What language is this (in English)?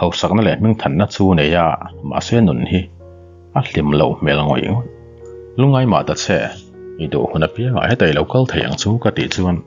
Mizo